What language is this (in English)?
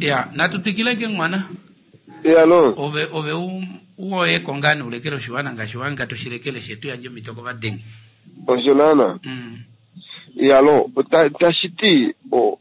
Kuanyama